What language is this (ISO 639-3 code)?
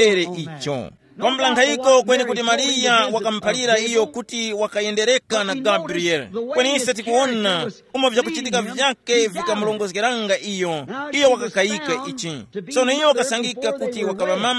tum